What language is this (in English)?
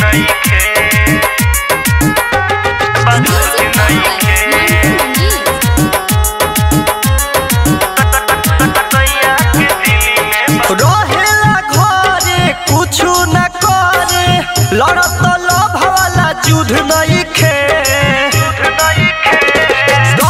Bhojpuri